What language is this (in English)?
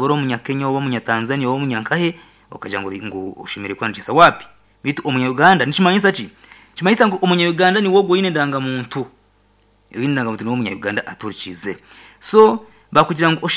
Nyankole